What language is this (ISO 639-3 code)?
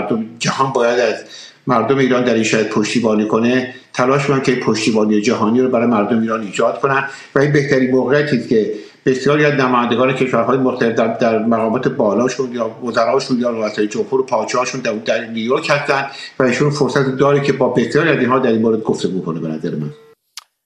fas